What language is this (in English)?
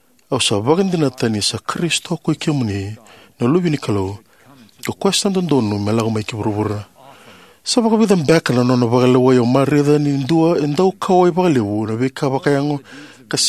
Fijian